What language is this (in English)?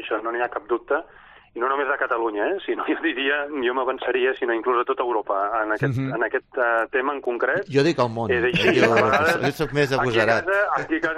Catalan